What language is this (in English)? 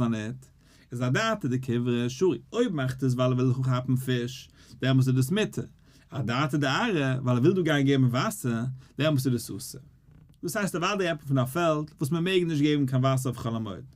Yiddish